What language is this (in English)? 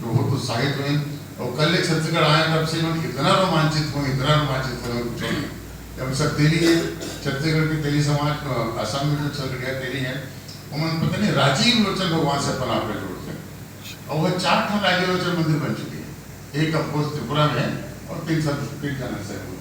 Chhattisgarhi